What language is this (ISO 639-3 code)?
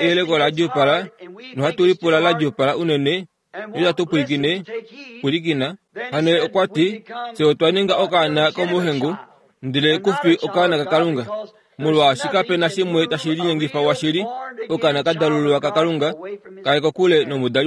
kua